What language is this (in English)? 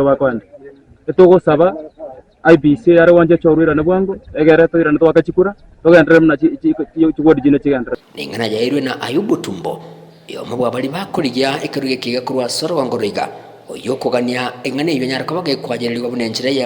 Gusii